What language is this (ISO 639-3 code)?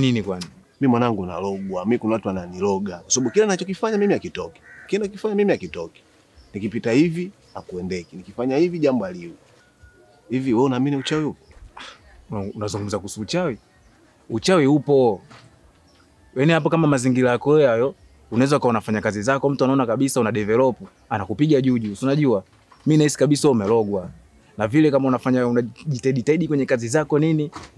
swa